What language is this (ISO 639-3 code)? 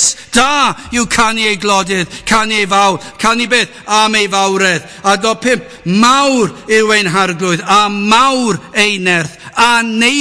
cym